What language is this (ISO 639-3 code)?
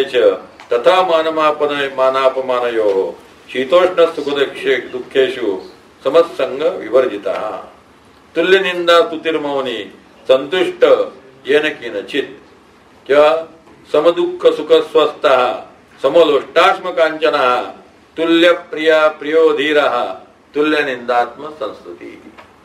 mar